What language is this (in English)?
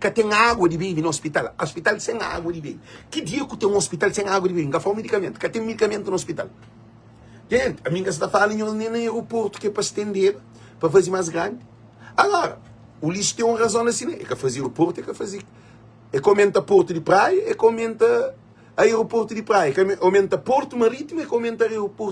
Kabuverdianu